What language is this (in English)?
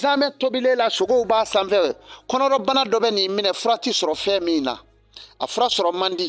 Bambara